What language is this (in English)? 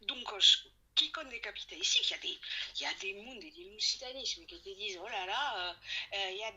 Occitan